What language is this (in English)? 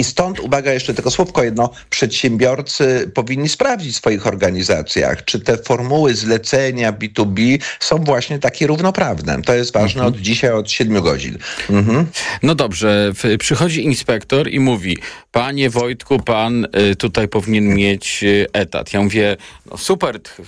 Polish